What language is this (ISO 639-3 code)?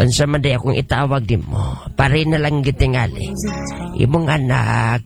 ceb